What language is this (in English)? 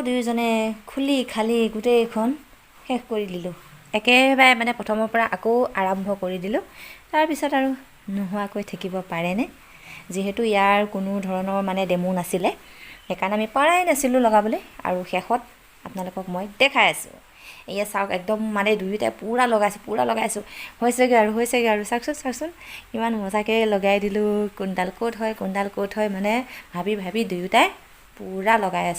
Assamese